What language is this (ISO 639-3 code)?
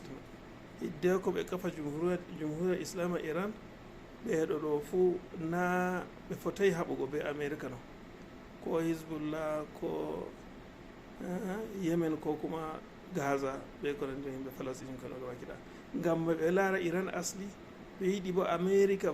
ful